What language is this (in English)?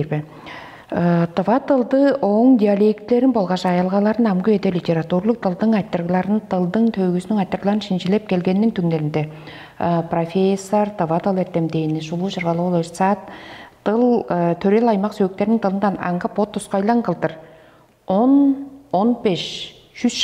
Tuvinian